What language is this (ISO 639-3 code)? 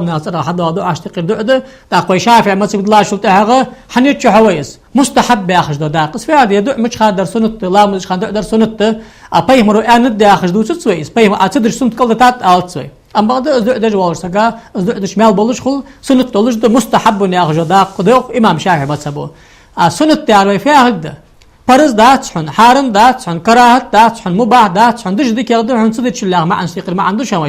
inh